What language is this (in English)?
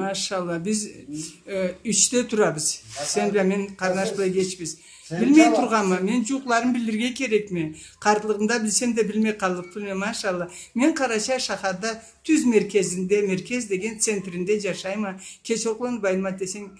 Karachay-Balkar